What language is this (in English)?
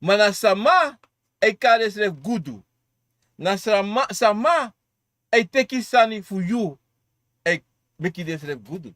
Sranan Tongo